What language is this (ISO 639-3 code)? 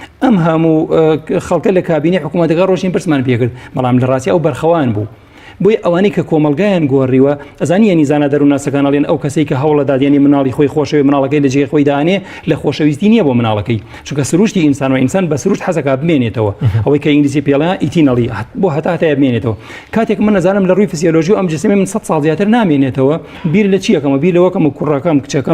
ckb